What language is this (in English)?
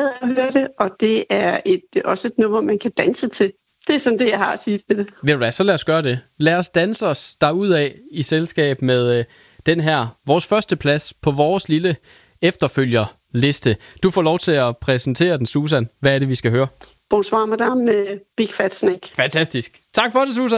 Danish